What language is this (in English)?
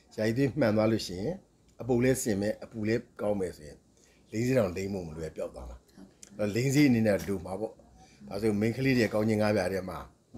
Burmese